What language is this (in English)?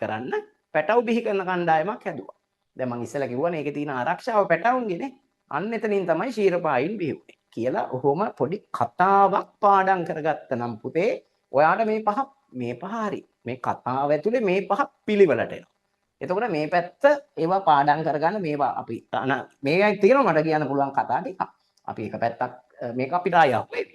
Sinhala